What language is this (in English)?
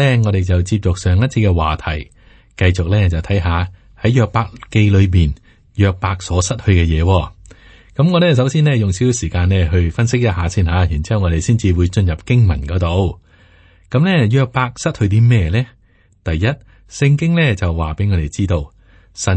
Cantonese